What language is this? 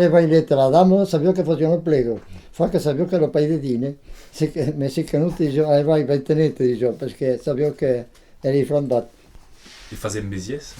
Occitan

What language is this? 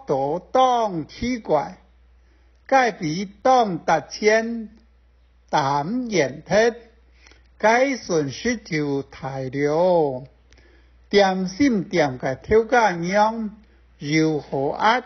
Hakka Chinese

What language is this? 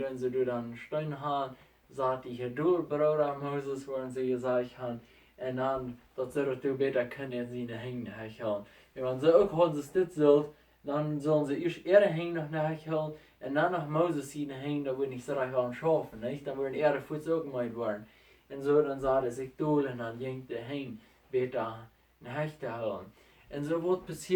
Plautdietsch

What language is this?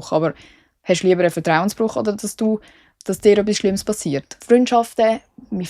Swiss German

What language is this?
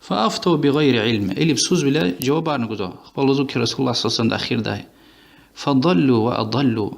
Lezghian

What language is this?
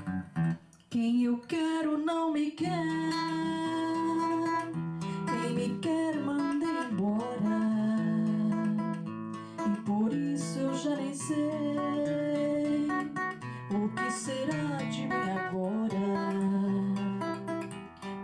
Portuguese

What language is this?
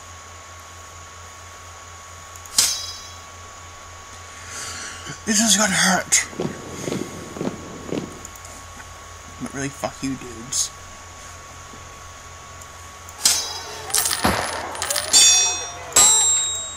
English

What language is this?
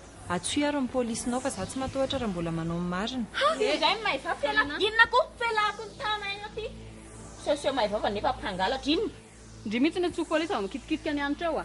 Malagasy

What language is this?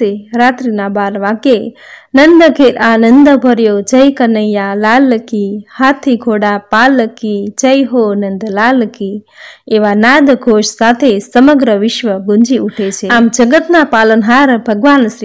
Gujarati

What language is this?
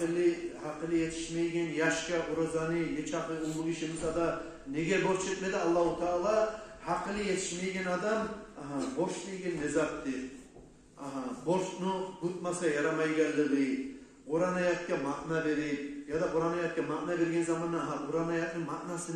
Kumyk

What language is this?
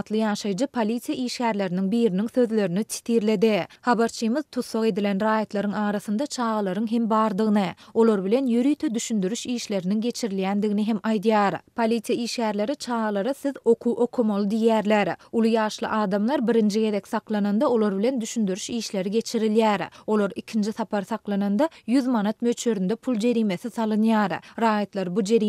Turkmen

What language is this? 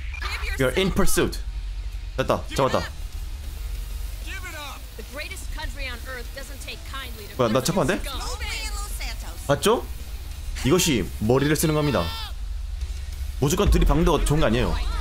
Korean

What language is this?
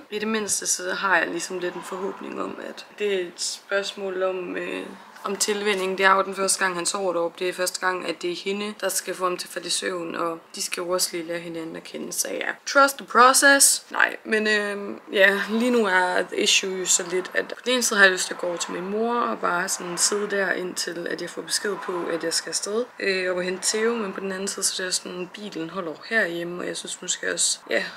Danish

